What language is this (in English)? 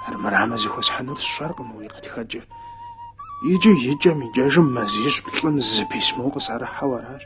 Kabardian